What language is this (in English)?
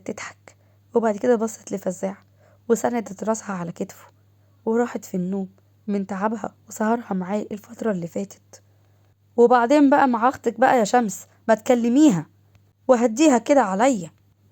Egyptian Arabic